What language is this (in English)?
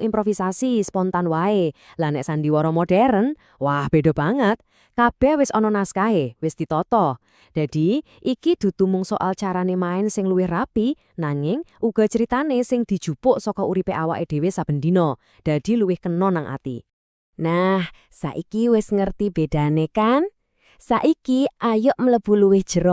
Javanese